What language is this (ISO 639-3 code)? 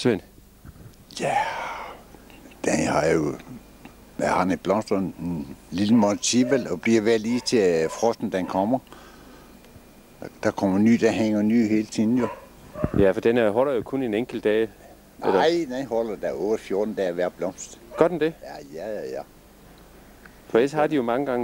dan